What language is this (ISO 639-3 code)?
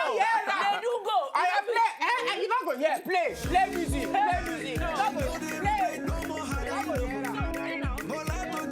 pcm